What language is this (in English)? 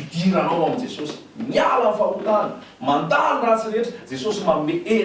Malagasy